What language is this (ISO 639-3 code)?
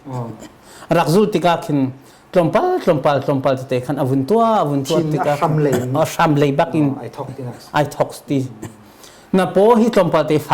cnh